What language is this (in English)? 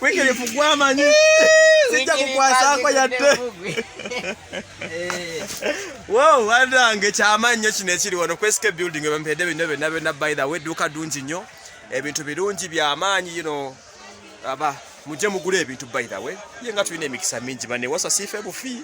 Ganda